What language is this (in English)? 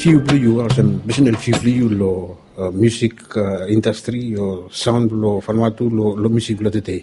Bislama